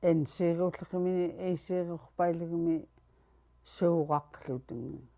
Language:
Central Yupik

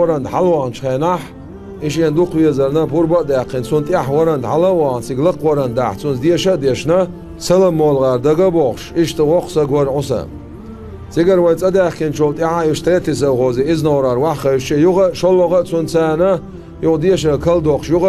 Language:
Chechen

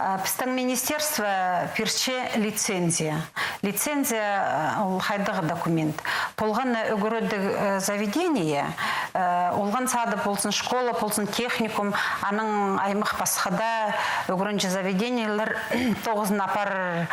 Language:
Khakas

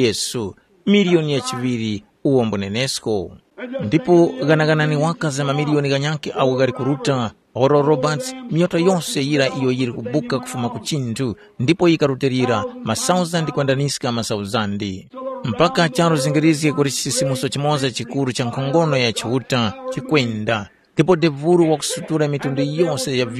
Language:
Tumbuka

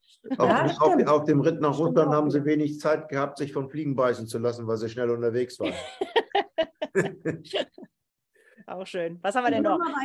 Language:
German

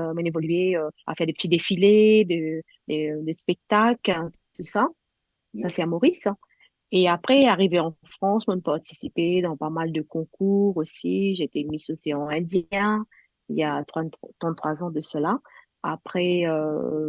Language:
Morisyen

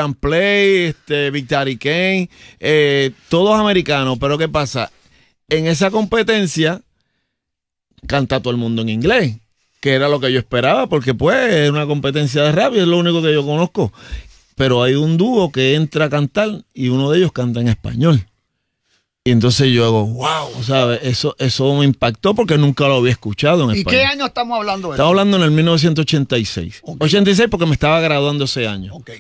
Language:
Spanish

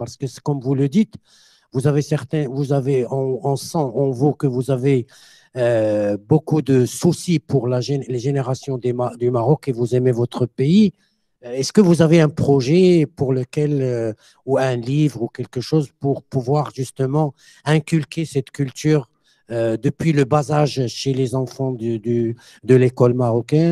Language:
French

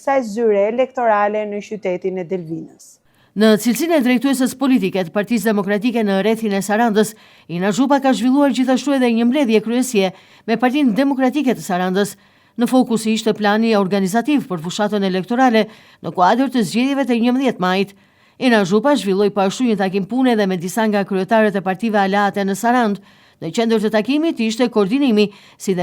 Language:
Albanian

